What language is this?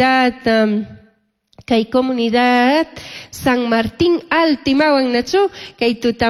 Chimborazo Highland Quichua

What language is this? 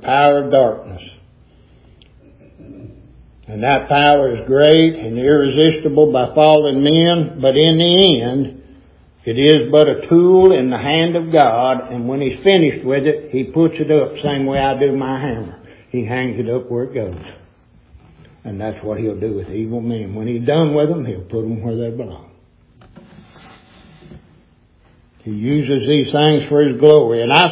English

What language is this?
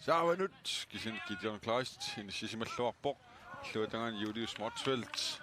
Kalaallisut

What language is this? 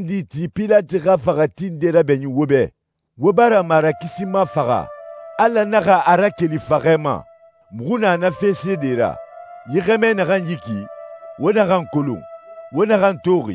Susu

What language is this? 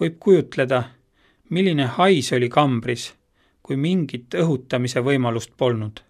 Estonian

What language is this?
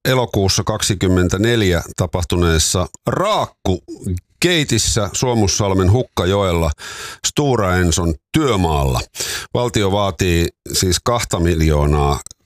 Finnish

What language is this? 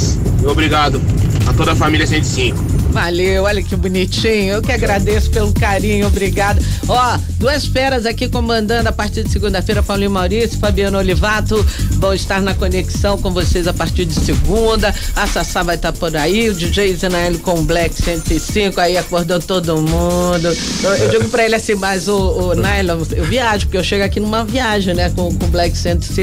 Portuguese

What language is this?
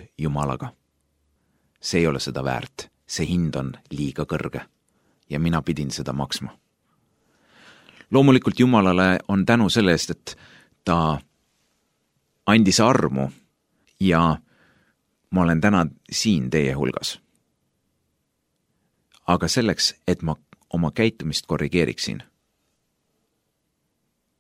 Estonian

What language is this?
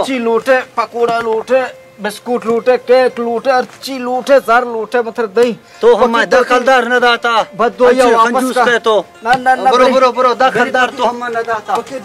Baluchi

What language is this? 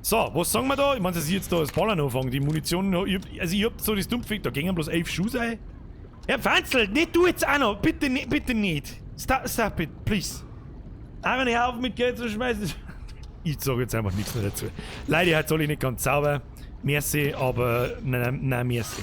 Bavarian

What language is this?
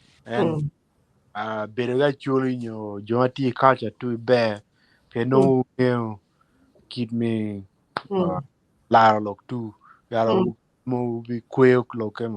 Acoli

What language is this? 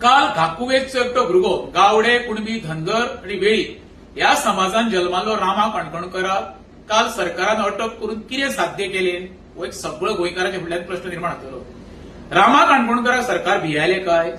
Konkani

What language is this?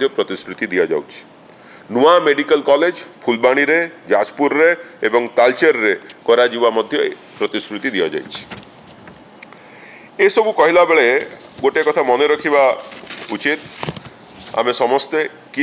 Odia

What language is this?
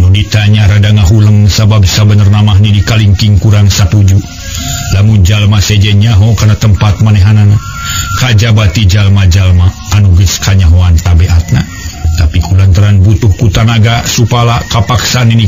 Sundanese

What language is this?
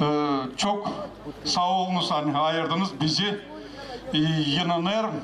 Gagauz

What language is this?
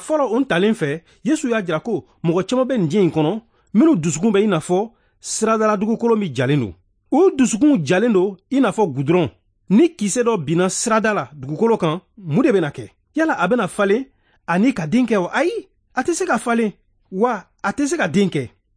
Bambara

